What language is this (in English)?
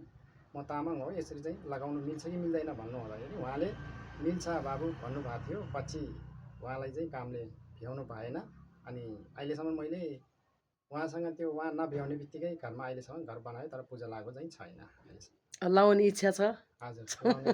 Nepali